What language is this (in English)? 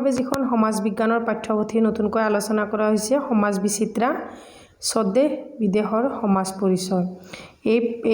Assamese